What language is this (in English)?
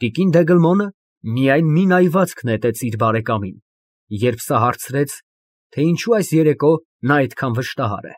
Armenian